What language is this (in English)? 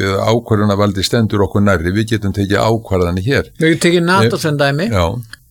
Icelandic